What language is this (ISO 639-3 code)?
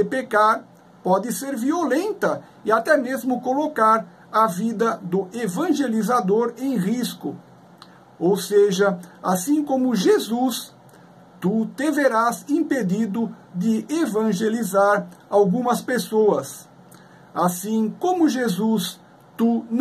por